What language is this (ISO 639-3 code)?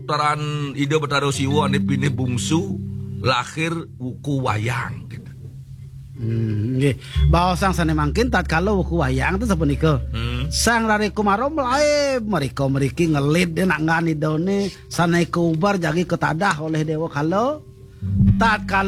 ban